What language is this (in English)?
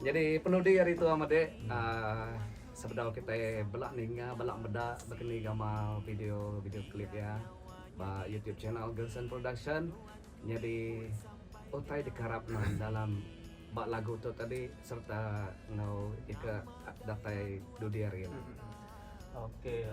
Iban